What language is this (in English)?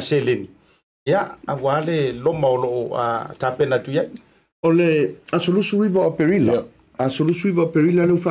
Samoan